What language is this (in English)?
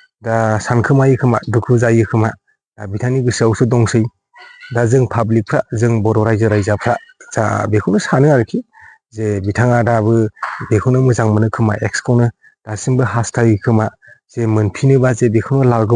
Bodo